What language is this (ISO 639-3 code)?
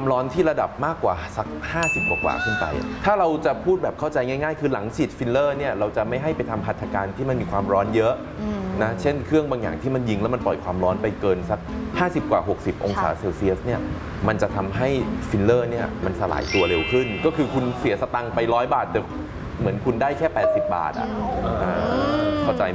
tha